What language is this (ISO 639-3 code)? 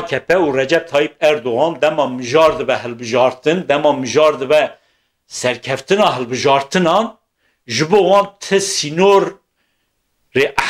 kur